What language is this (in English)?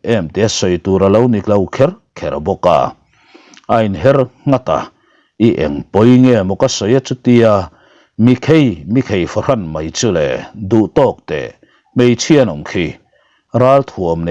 Mizo